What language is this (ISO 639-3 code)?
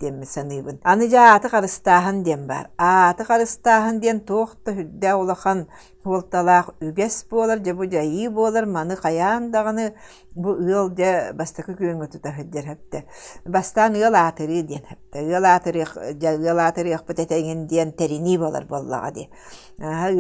sah